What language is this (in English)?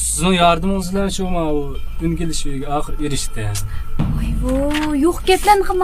Uyghur